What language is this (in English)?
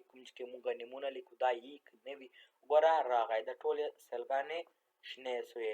Pashto